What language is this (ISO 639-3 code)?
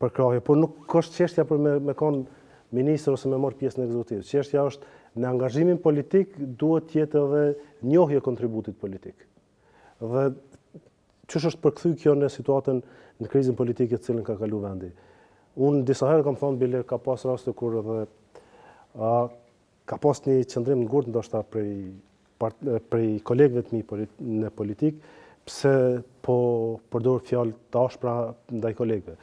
sqi